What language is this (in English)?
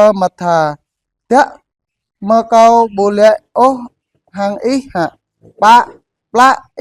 Jarai